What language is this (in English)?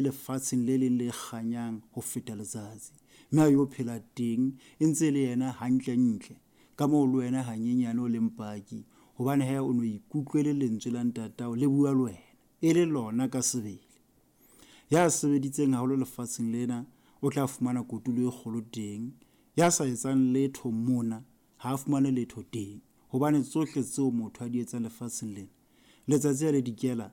Southern Sotho